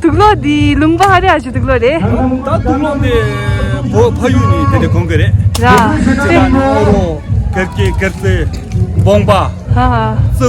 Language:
Tibetan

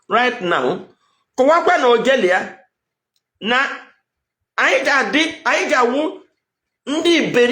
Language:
Igbo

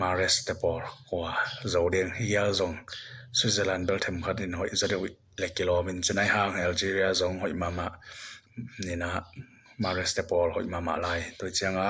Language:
Tedim Chin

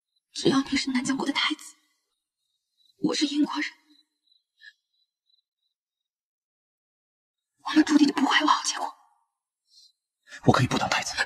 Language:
Chinese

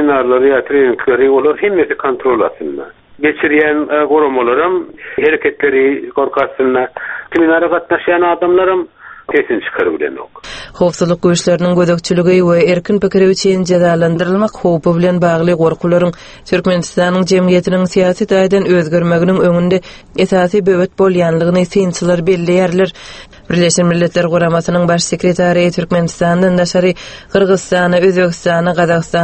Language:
Turkmen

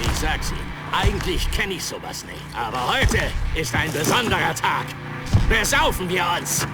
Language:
Bavarian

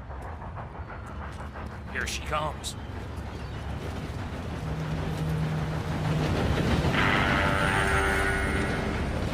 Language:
English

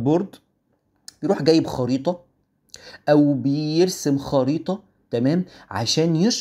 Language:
Egyptian Arabic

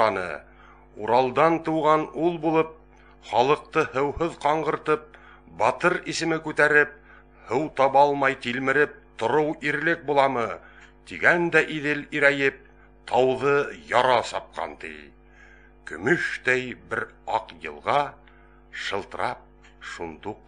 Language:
Bashkir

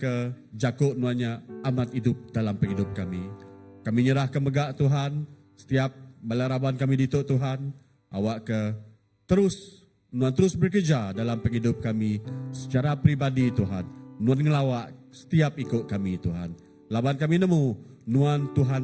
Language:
Iban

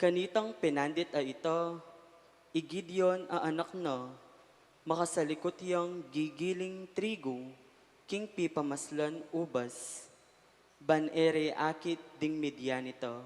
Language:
Pampanga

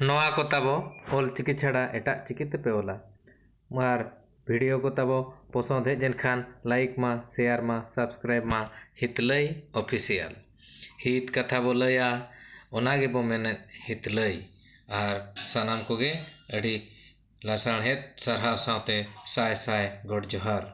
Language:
Santali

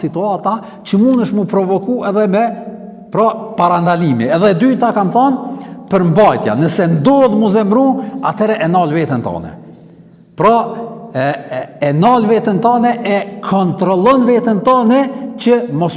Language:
Albanian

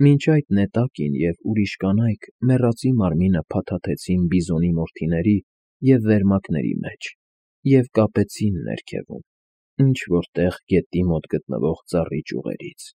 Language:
Armenian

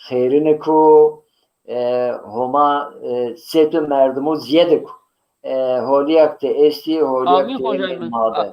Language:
Zaza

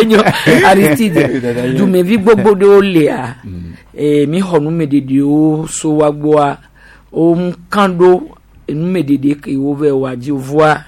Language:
Gen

